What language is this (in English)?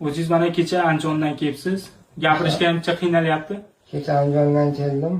Uzbek